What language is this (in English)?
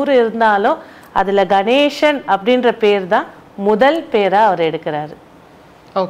Tamil